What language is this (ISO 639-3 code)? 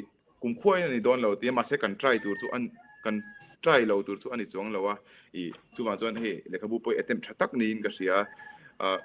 lus